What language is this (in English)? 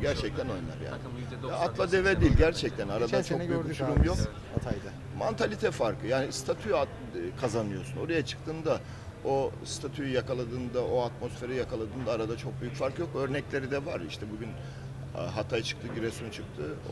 Turkish